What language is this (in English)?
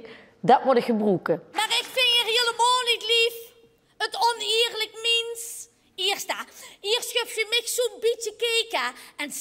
Limburgish